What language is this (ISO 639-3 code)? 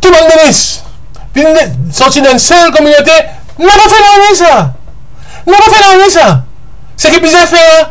mfe